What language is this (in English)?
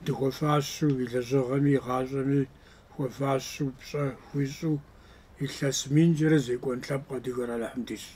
Kabardian